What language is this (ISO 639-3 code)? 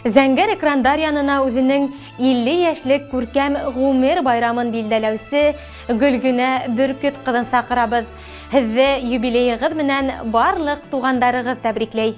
bak